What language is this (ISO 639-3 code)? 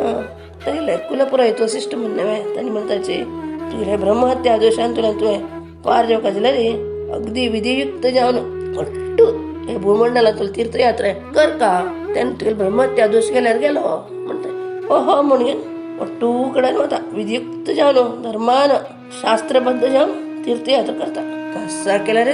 kok